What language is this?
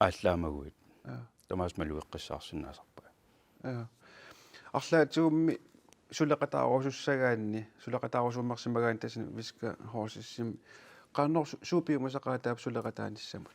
Kalaallisut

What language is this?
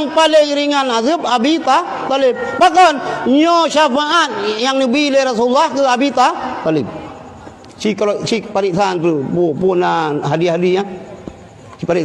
Achinese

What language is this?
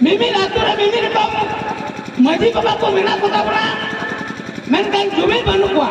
Santali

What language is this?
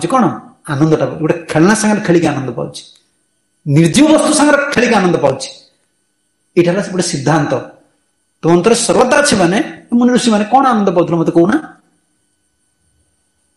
Odia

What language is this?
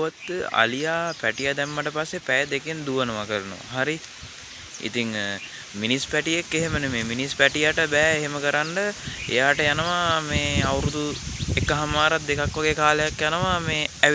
Sinhala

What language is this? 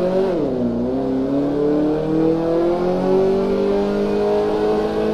Malayalam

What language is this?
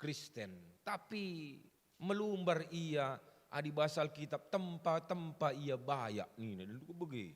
Batak Karo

